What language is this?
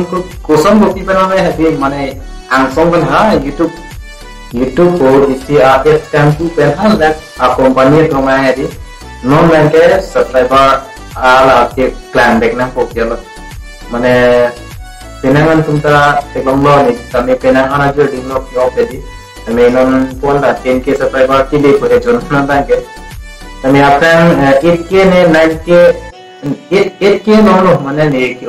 Karbi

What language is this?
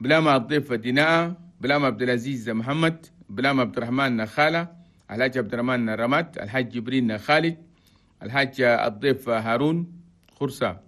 Chadian Arabic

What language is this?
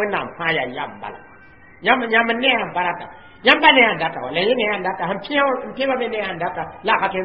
Mossi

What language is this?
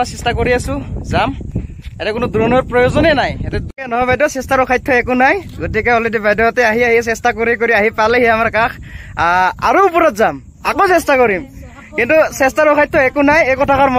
Assamese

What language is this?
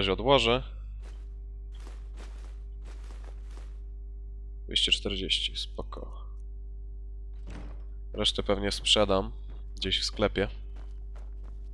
Polish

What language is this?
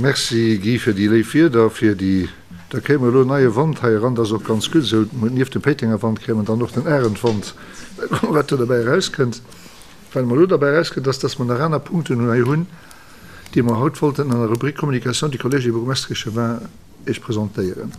Luxembourgish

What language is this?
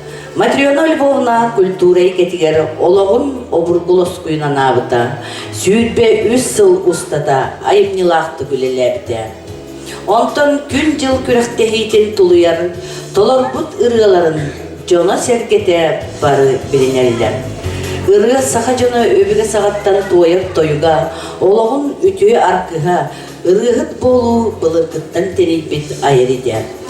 Yakut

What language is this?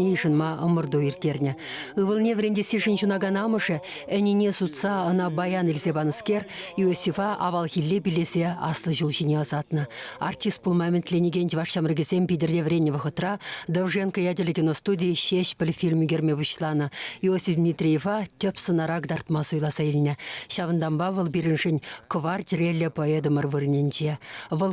Chuvash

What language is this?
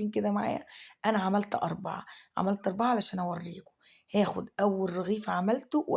Egyptian Arabic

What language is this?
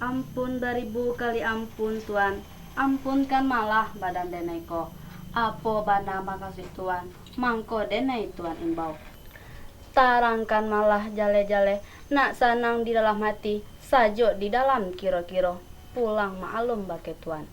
Minangkabau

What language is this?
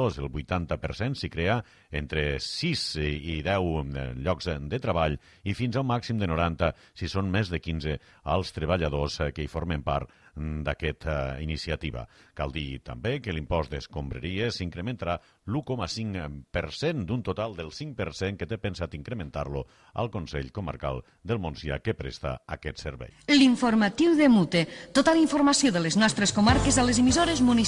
Catalan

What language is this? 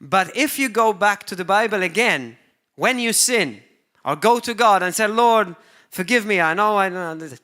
English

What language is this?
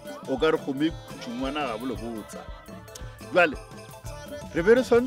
Northern Sotho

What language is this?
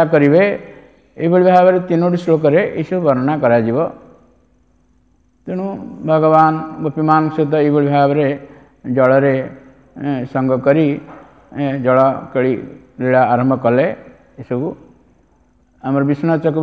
Odia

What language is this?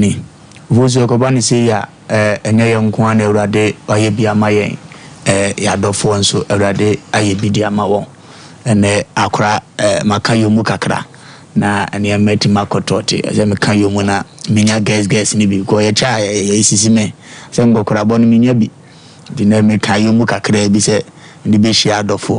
Akan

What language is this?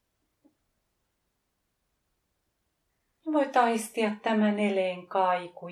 Finnish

